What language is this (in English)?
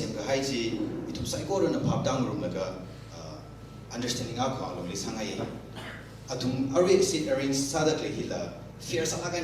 Tangkhul Naga (India)